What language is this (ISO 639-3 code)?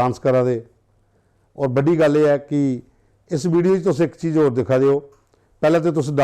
doi